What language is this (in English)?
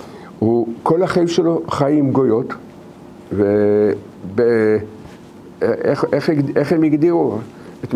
Hebrew